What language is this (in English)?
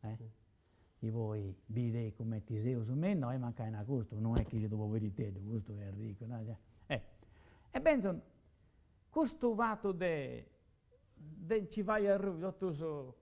Sardinian